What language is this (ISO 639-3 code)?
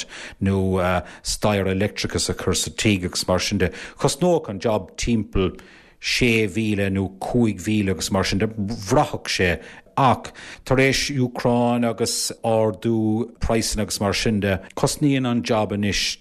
gle